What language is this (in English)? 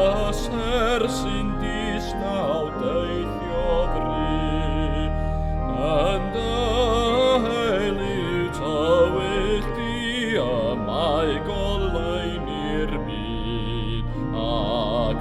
Welsh